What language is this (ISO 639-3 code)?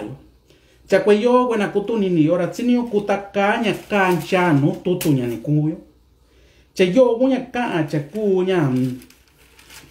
mix